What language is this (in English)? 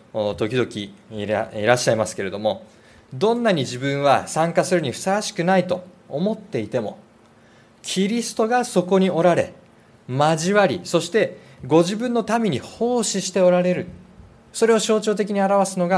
Japanese